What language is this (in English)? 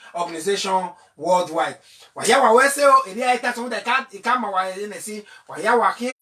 Bini